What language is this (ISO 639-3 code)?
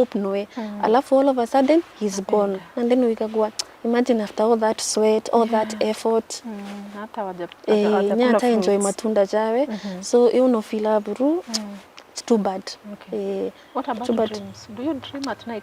mer